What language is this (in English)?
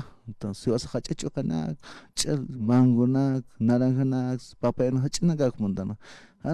Aymara